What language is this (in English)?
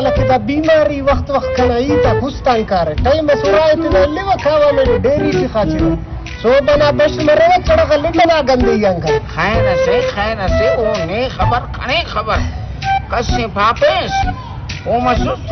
Brahui